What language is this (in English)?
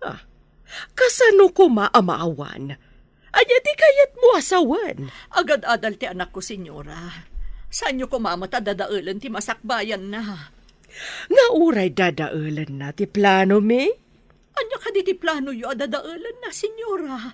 Iloko